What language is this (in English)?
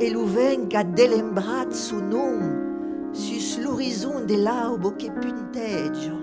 Occitan